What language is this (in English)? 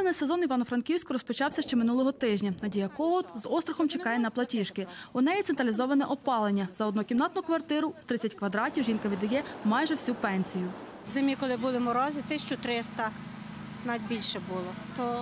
Ukrainian